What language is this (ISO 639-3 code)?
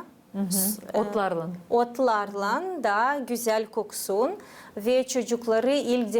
gag